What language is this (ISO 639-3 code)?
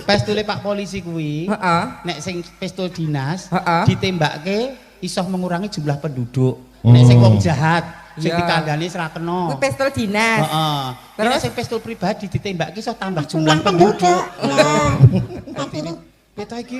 jav